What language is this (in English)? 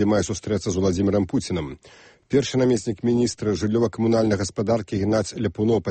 Belarusian